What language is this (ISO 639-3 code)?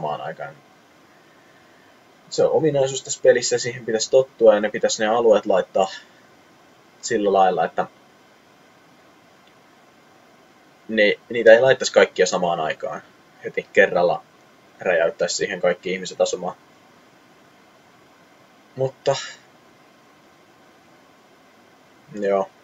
fin